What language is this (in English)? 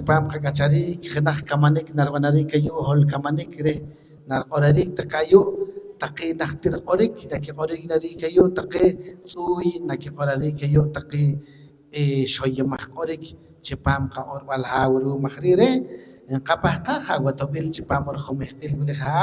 Poqomchi'